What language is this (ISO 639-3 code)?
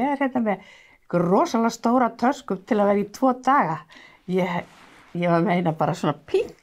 isl